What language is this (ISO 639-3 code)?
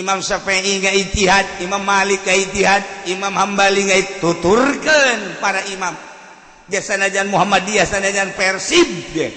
sun